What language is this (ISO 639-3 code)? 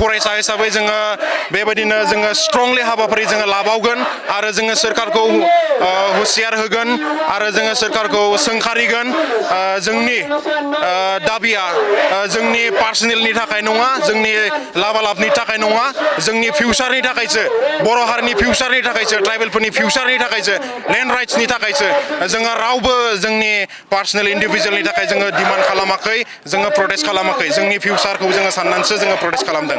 brx